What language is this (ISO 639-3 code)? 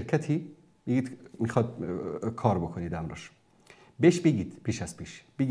fas